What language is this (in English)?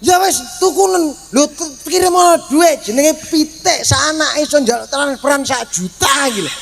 Javanese